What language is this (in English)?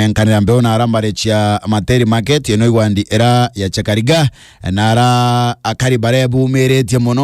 Meru